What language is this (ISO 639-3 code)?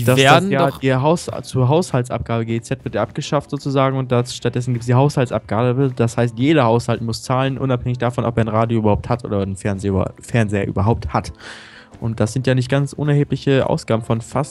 deu